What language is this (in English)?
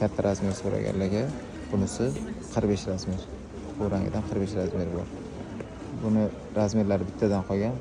Uzbek